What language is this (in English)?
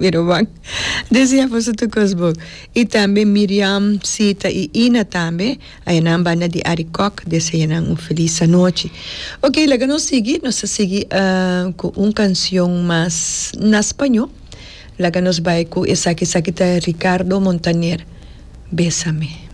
Papiamento